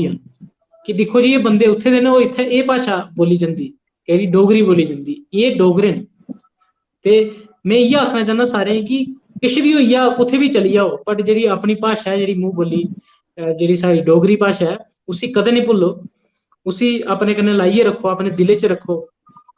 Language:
Dogri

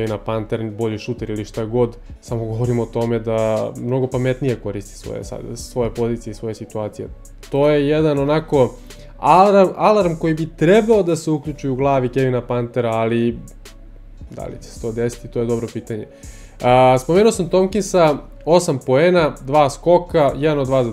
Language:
Serbian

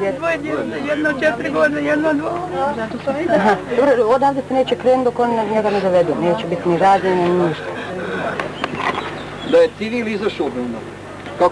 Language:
Bosnian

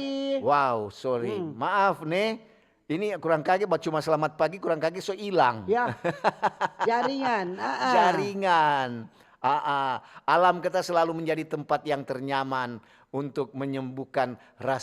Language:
Manado Malay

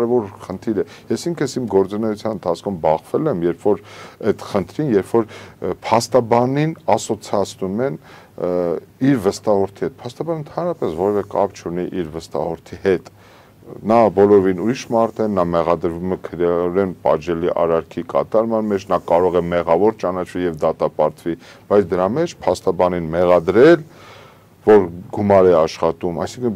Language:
Armenian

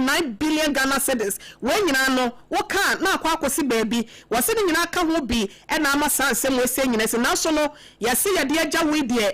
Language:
Akan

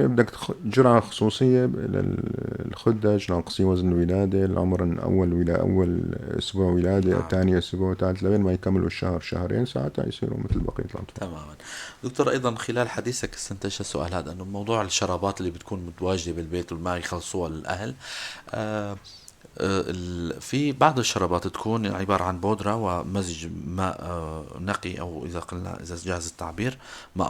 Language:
North Levantine Arabic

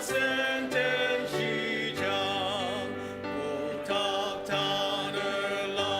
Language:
Ao Naga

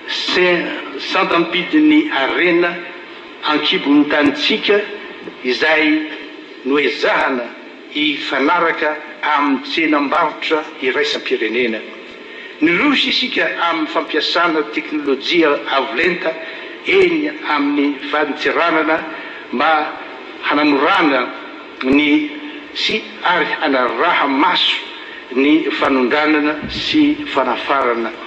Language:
Malagasy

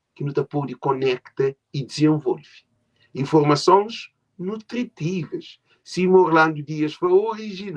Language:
Kabuverdianu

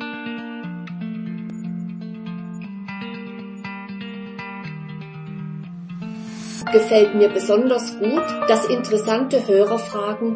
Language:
German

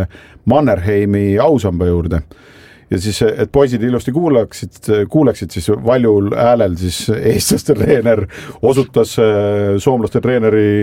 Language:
Estonian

